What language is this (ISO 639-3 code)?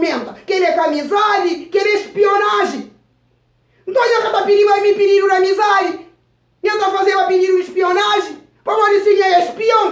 kea